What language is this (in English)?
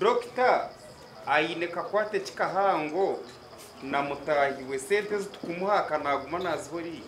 Nyankole